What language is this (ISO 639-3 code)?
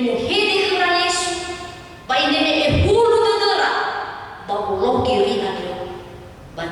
nia